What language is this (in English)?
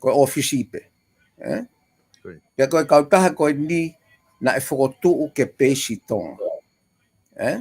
Tongan